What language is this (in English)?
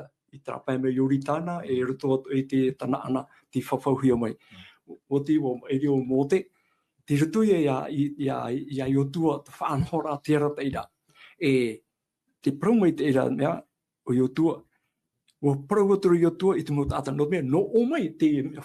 Tahitian